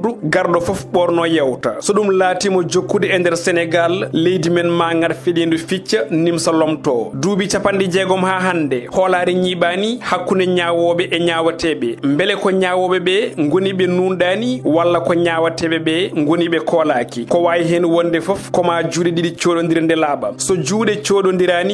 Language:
Fula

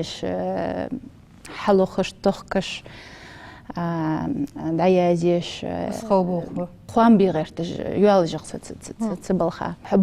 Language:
Ingush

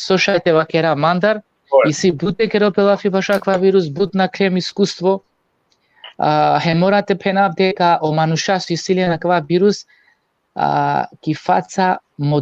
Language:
Balkan Romani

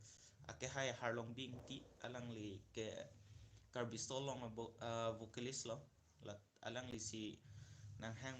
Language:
Karbi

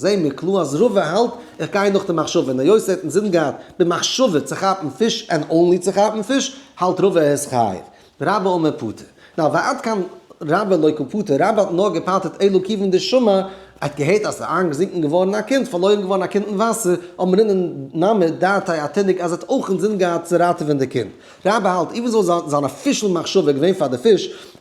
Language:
Yiddish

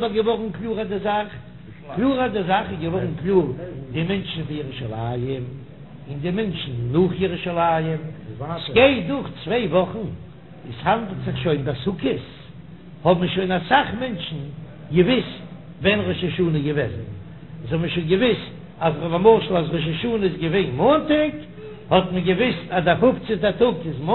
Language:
Yiddish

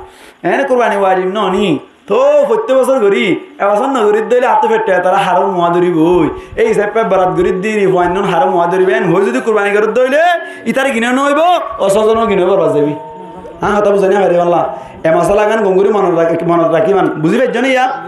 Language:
Rohingya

